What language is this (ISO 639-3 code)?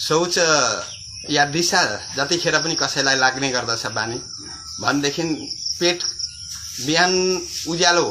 nep